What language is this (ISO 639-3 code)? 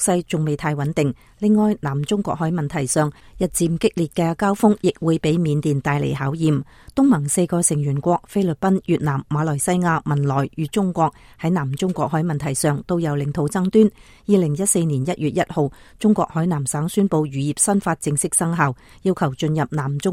yue